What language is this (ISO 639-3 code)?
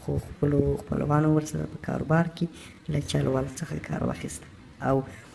pus